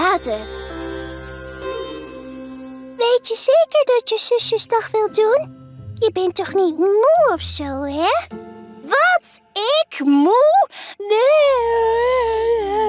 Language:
Dutch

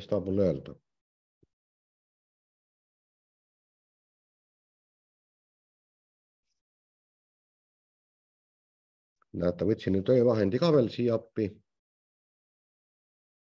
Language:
Estonian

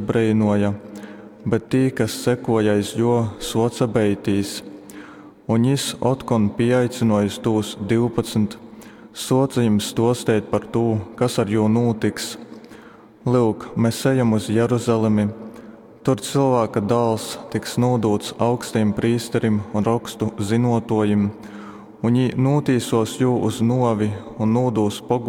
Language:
Latgalian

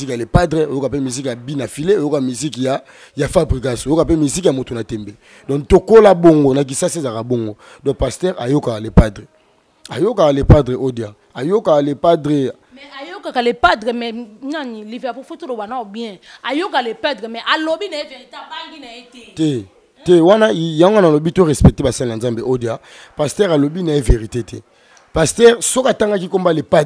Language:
Lingala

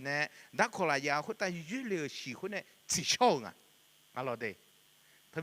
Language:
Akha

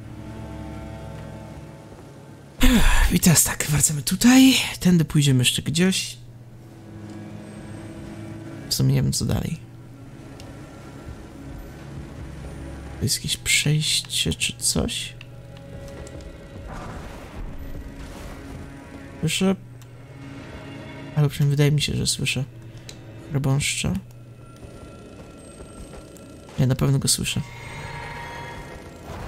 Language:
Polish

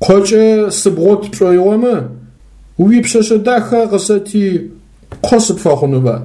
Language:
Adyghe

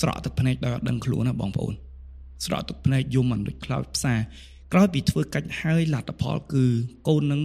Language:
Khmer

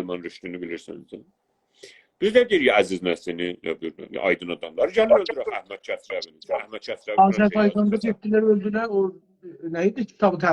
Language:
South Azerbaijani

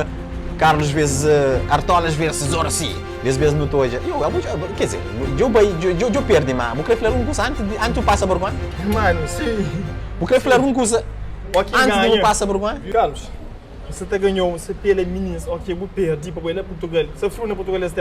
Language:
Kabuverdianu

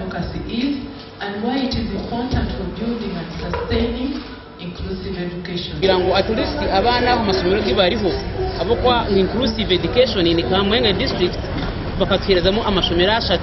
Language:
Nyankole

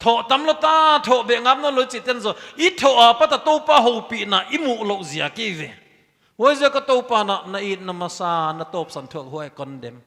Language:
Paite Chin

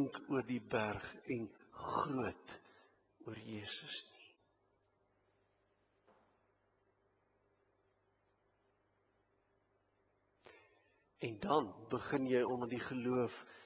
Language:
Afrikaans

